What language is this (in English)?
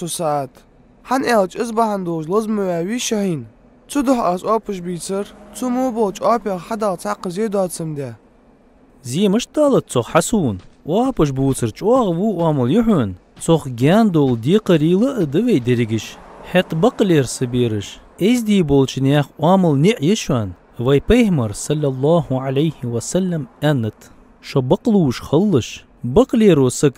Ingush